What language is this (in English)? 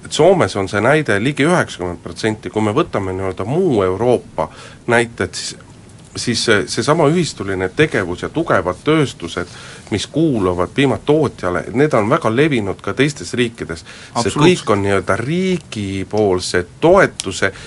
Estonian